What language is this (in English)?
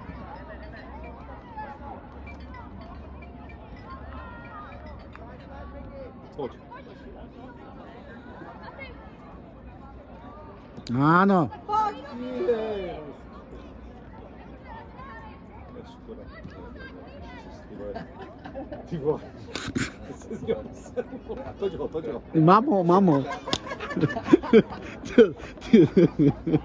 Czech